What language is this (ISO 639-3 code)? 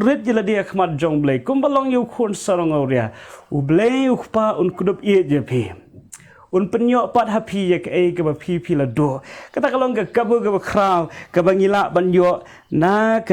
kha